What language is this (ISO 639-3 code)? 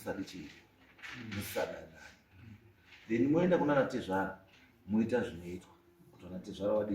sna